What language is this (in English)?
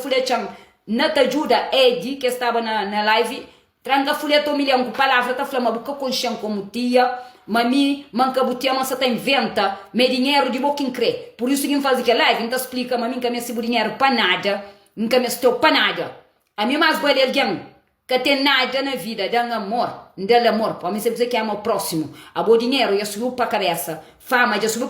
Kabuverdianu